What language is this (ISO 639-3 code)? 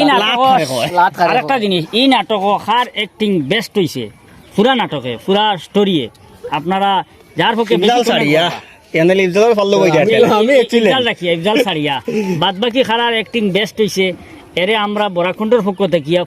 syl